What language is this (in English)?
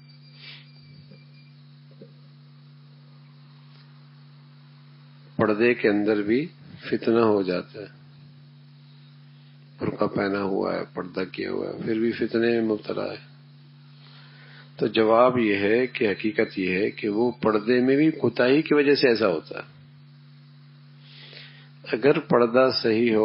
Urdu